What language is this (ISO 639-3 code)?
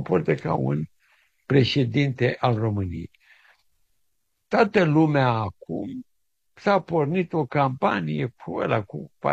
ron